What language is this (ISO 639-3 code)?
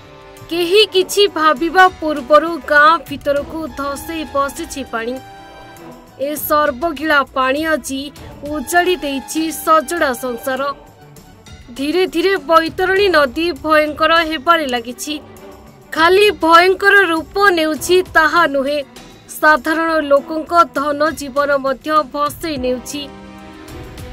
ori